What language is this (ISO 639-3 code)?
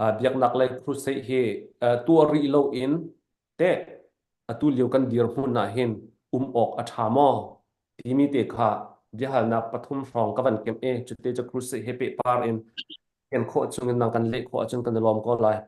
cnh